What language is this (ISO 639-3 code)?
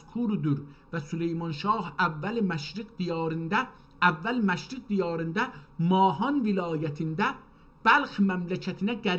azb